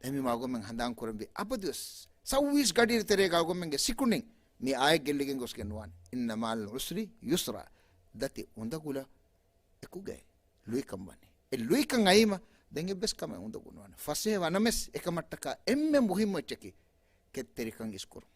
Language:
Divehi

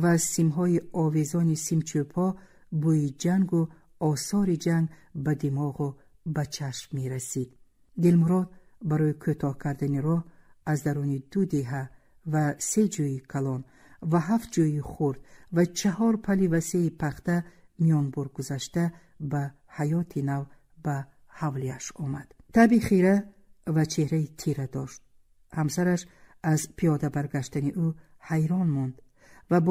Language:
Tajik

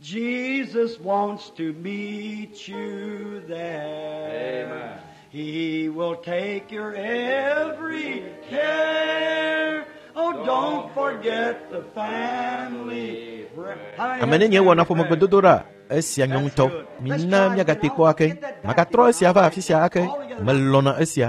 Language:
Ewe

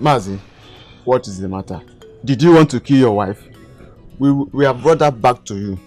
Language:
Nigerian Pidgin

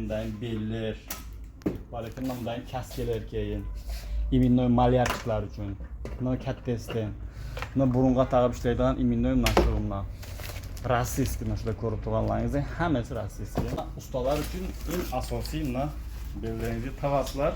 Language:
Uzbek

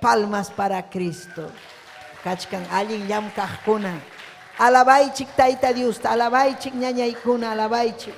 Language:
Ayacucho Quechua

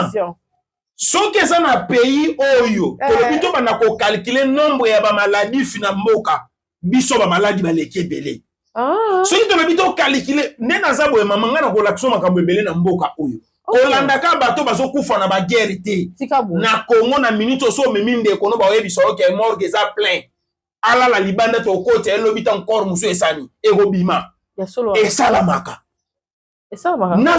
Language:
Lingala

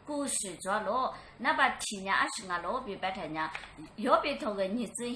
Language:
Lisu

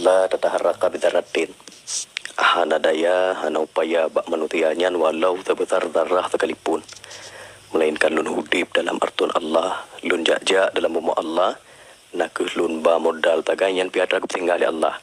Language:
Achinese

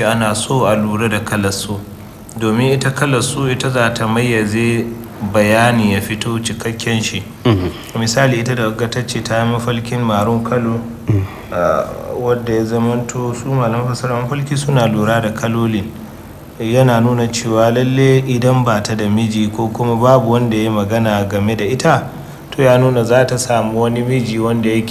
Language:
Hausa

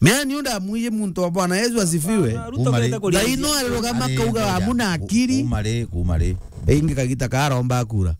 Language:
Meru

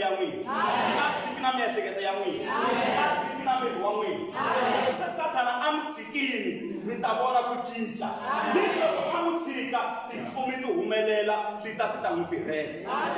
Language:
Tsonga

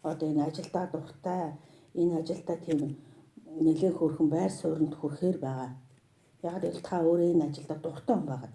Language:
Mongolian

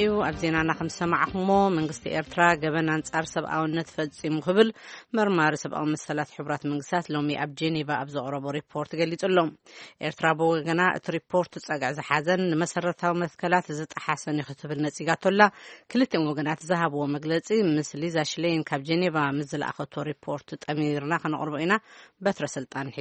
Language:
Tigrinya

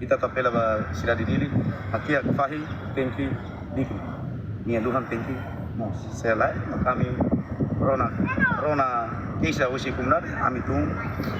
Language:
Tetum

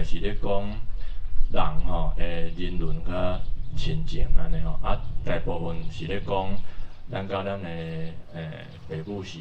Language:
Min Nan Chinese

